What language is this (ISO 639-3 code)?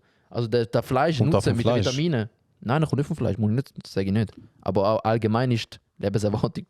gsw